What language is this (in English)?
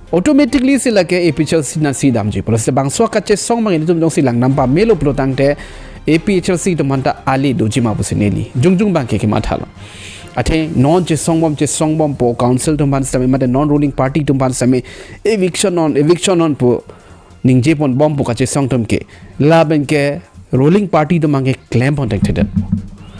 Karbi